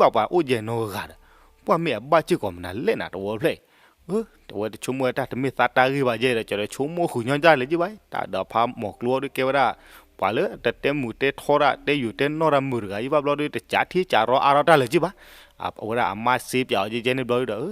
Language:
S'gaw Karen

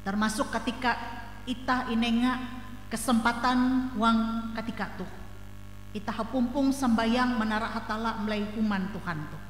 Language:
Ngaju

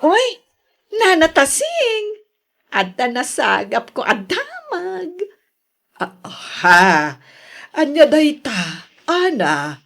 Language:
Iloko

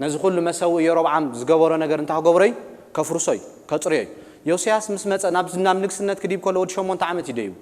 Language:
Tigrinya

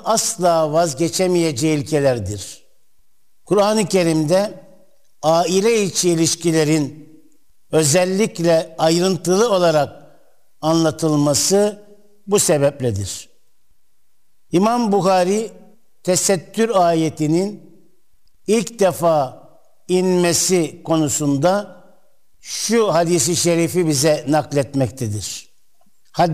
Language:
Turkish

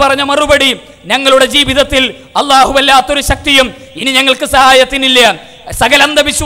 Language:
Malayalam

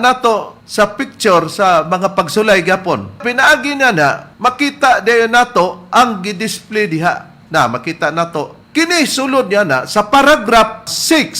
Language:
Cebuano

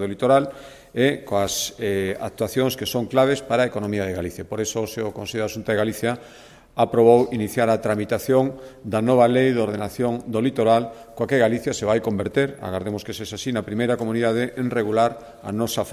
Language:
Galician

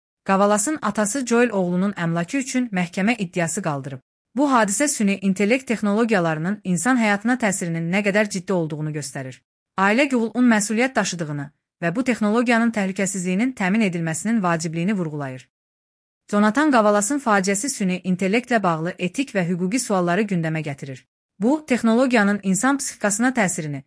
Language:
Azerbaijani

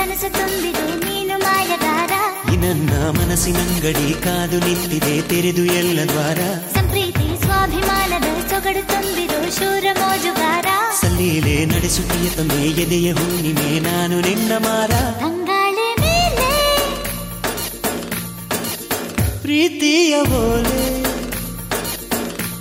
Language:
Kannada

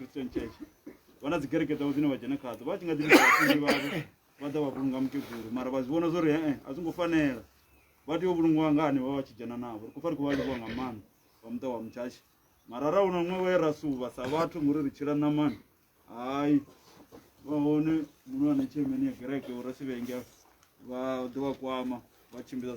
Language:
Venda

